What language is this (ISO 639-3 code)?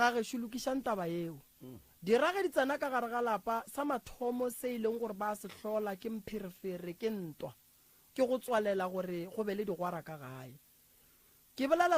nso